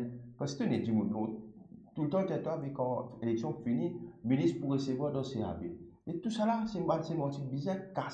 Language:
Morisyen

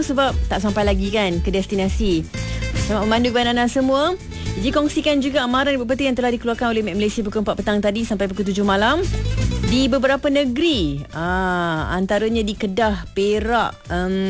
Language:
Malay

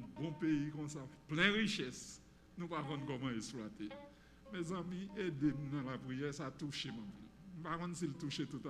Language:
Haitian Creole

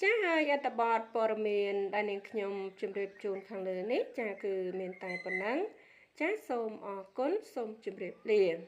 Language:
Khmer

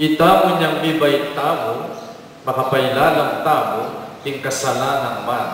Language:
Pampanga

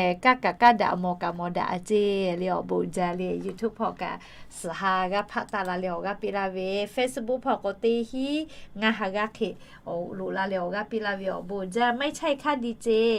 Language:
Lahu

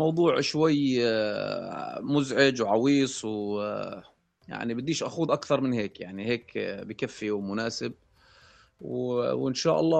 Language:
North Levantine Arabic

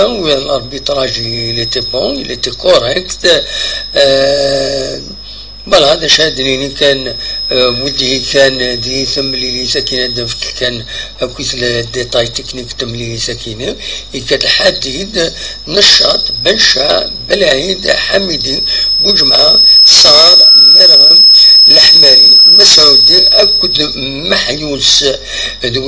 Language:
Kabyle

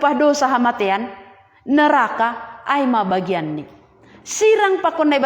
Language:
Batak Simalungun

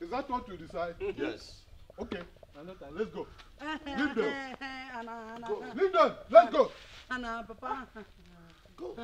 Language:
Nigerian Pidgin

